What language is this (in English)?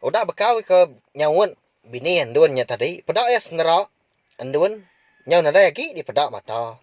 Iban